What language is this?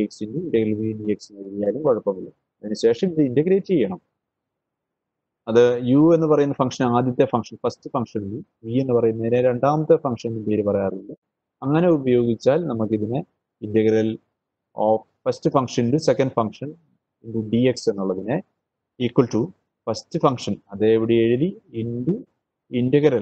Malayalam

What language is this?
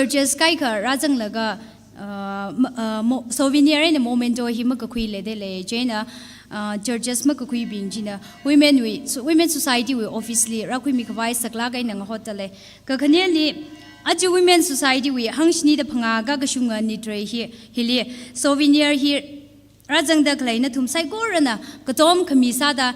Tangkhul Naga (India)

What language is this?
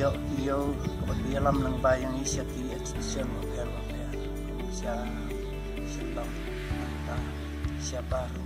Khasi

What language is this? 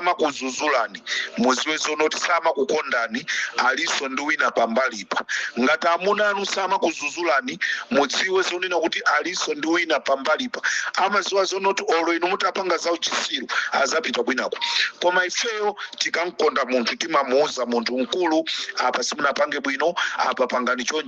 Nyanja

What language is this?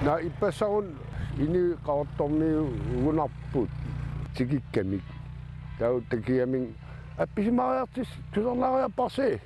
Kalaallisut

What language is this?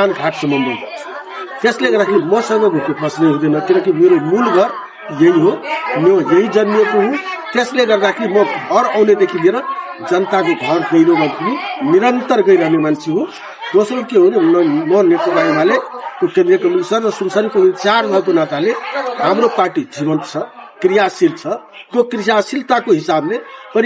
Nepali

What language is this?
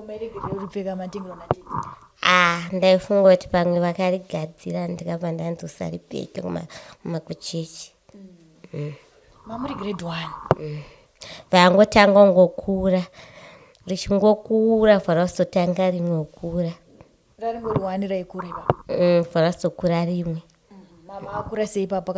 Shona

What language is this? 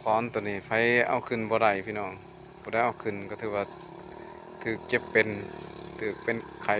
Northeastern Thai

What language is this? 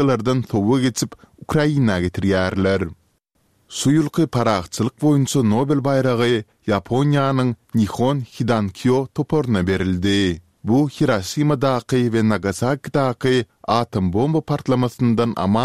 Turkmen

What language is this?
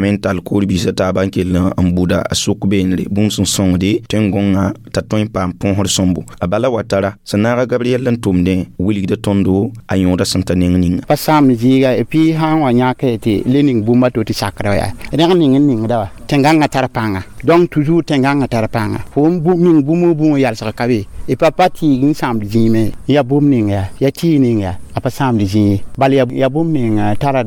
Mossi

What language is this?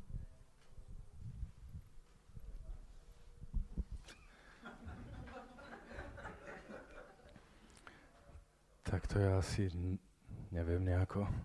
Slovak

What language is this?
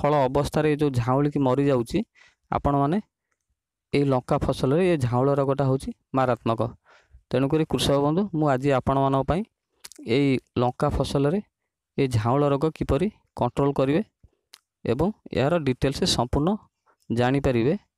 Odia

